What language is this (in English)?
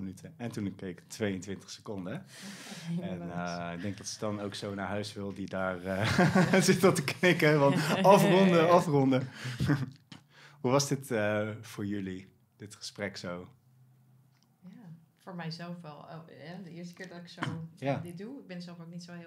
Dutch